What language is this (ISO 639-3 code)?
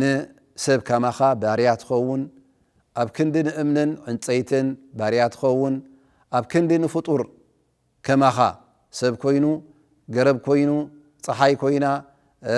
tir